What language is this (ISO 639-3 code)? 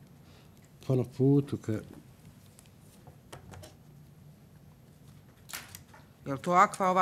bos